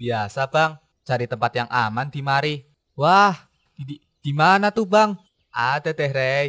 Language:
Betawi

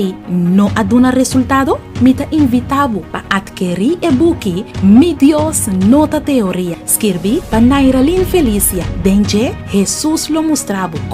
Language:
Papiamento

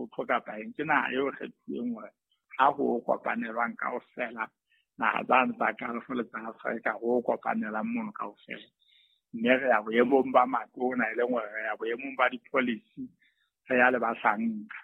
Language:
Southern Sotho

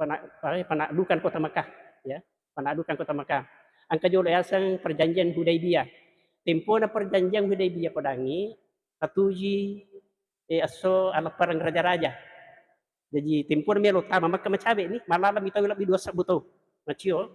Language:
Buginese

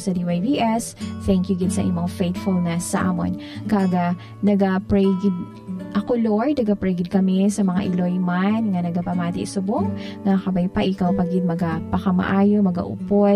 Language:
Hiligaynon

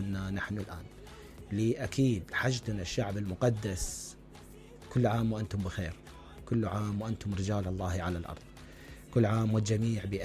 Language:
Mesopotamian Arabic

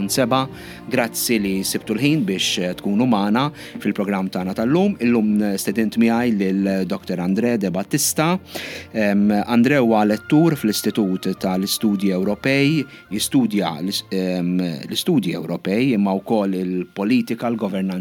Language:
Maltese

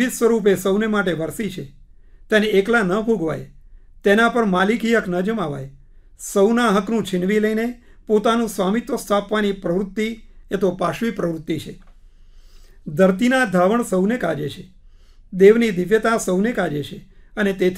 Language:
Gujarati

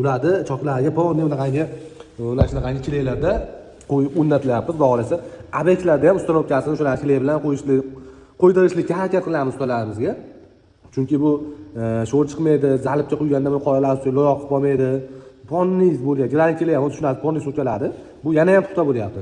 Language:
Uzbek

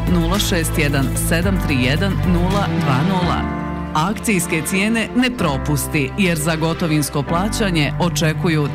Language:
Bosnian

